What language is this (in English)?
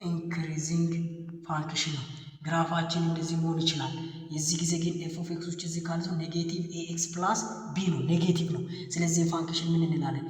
Amharic